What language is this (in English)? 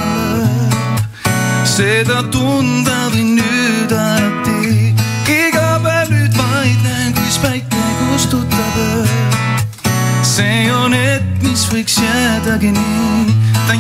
Estonian